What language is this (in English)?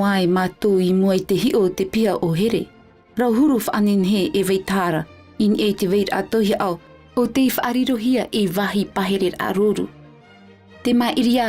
Tahitian